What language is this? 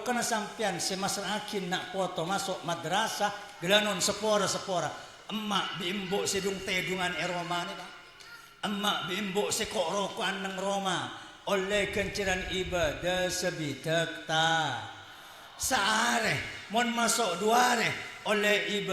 Madurese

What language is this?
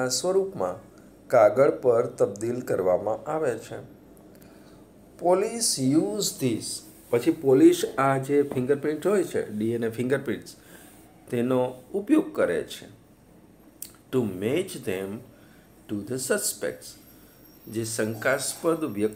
Gujarati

